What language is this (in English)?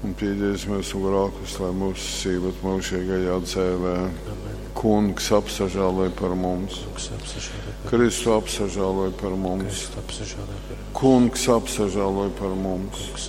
Latgalian